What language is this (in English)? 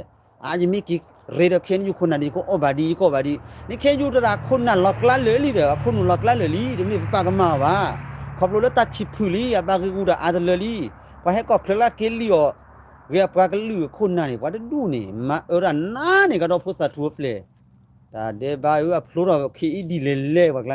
S'gaw Karen